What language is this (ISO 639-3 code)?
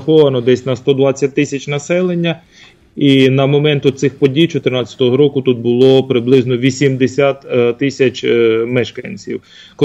ukr